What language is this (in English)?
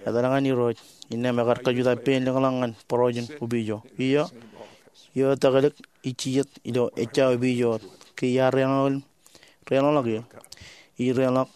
Marshallese